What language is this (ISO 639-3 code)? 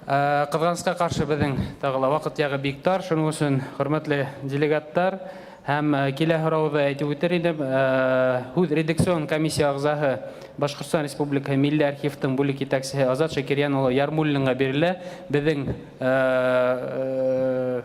bak